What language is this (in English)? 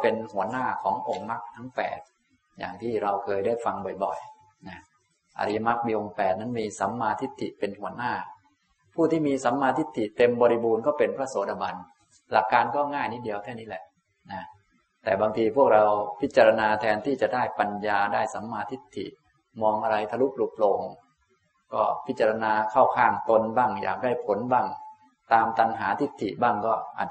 Thai